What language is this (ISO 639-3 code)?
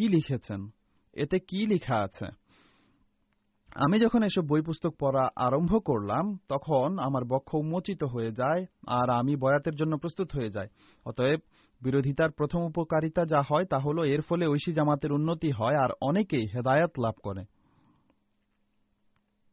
ben